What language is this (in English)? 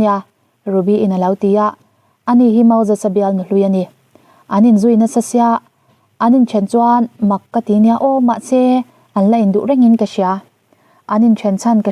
Mizo